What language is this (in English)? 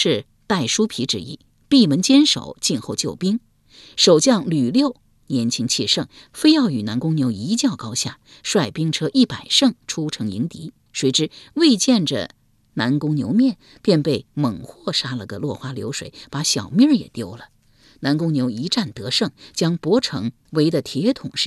Chinese